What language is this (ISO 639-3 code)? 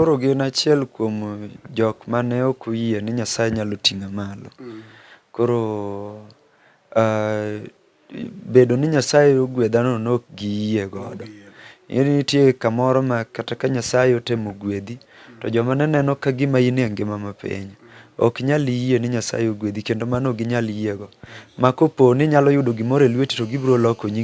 luo